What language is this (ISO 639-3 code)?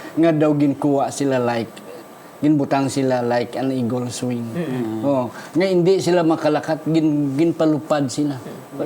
hil